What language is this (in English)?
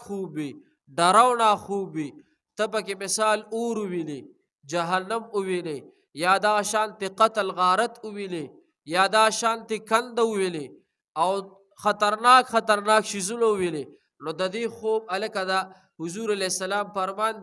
Pashto